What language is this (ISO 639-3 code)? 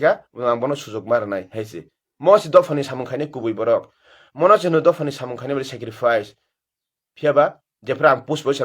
trp